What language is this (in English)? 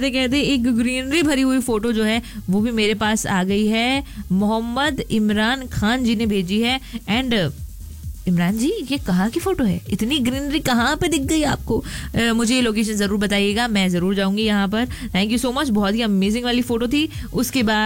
Hindi